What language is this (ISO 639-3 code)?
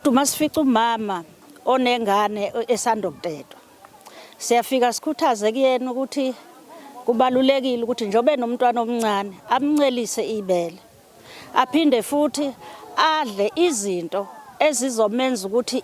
zul